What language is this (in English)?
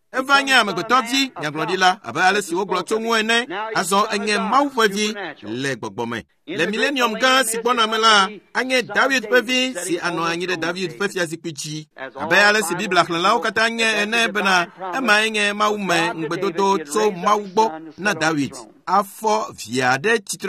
Ewe